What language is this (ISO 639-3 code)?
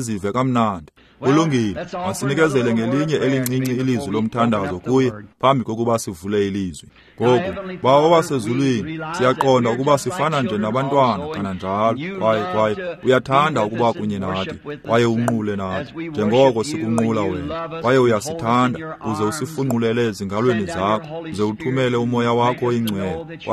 xho